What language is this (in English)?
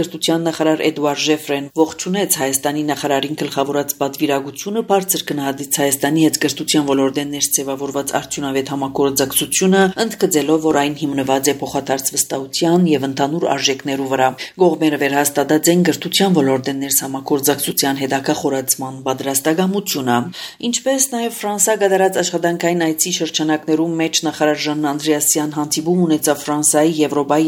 Armenian